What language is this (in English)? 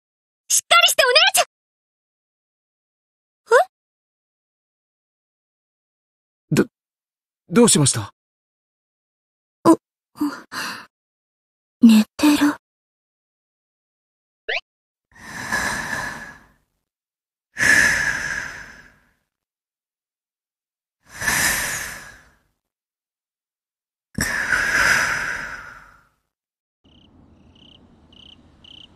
Japanese